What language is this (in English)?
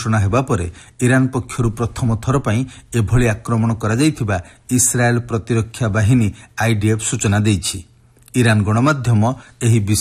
Odia